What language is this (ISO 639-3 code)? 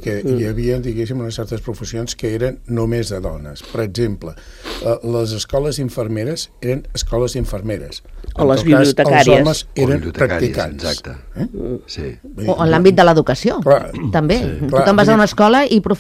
cat